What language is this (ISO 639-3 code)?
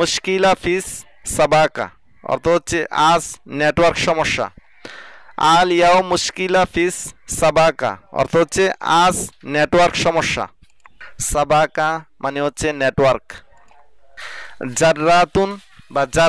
ben